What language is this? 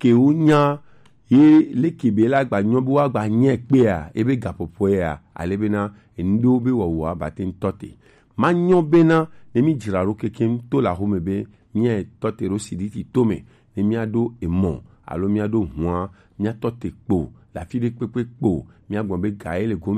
Gen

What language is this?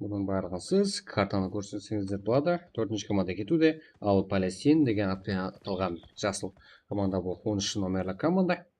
Kara-Kalpak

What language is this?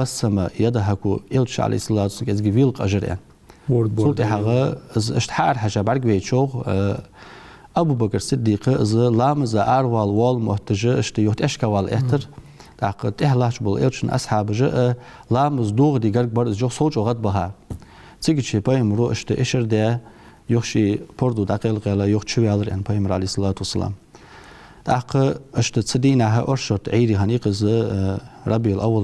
Ingush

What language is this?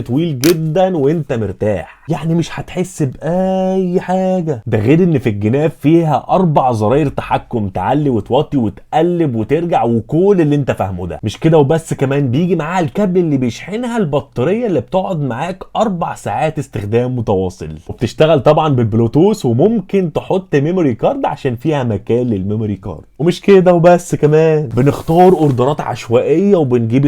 Egyptian Arabic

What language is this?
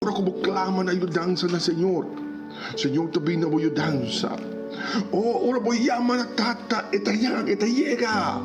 Papiamento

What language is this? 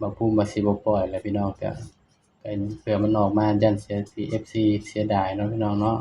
Northeastern Thai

